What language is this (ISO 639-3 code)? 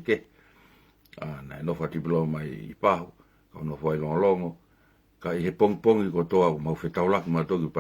ton